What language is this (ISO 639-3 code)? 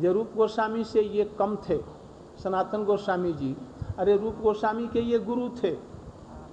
hin